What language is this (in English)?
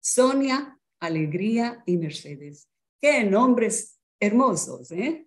Ladino